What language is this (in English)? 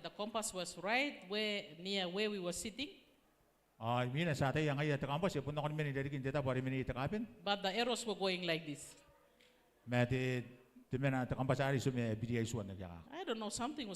Gilbertese